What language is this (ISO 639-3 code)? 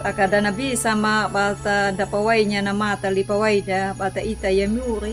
akg